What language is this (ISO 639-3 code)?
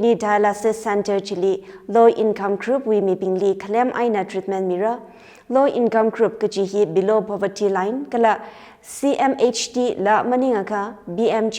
nmf